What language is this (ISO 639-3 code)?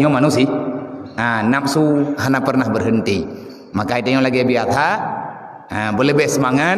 ace